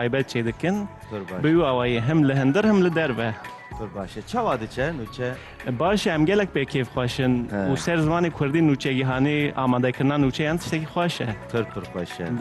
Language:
Kurdish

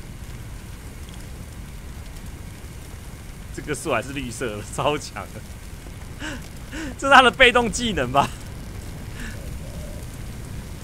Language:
Chinese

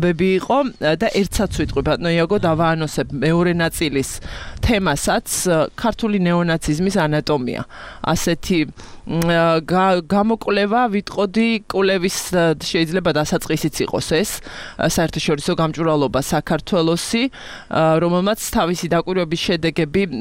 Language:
Georgian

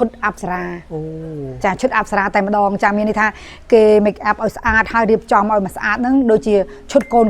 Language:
Khmer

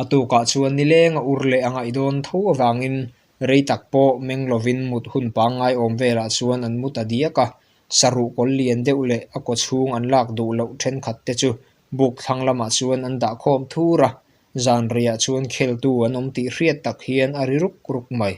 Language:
Mizo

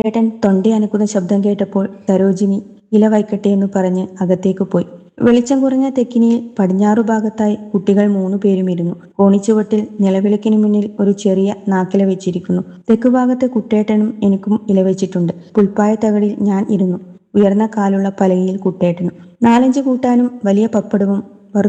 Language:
Malayalam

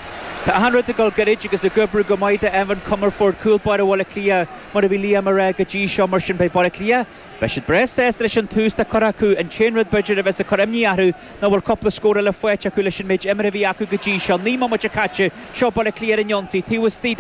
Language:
Irish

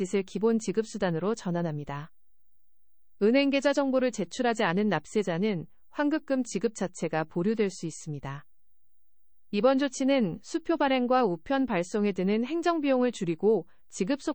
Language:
Korean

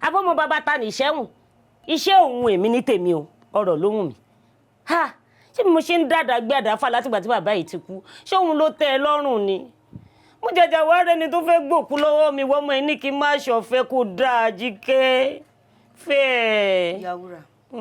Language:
Yoruba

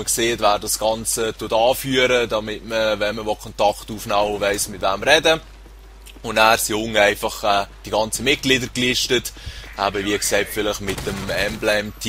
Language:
Swiss German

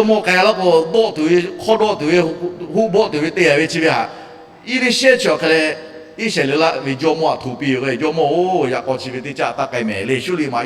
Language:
Lahu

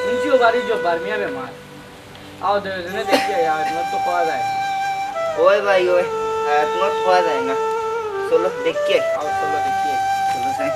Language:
Sylheti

